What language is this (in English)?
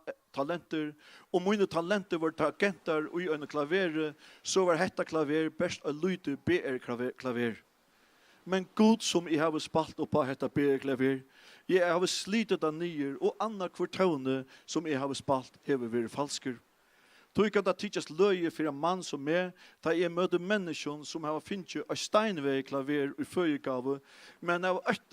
Faroese